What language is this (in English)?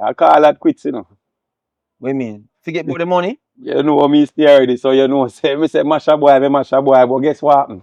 Jamaican Creole English